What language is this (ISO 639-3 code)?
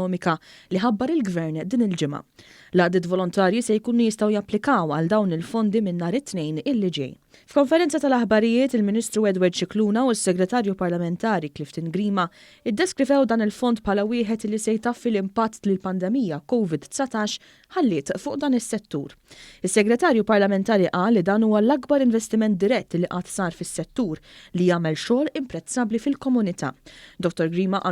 mlt